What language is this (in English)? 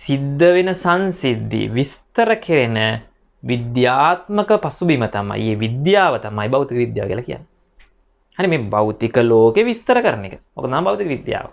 Sinhala